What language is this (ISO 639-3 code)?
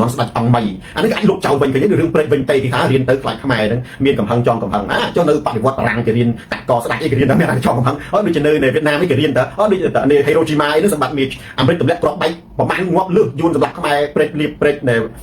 khm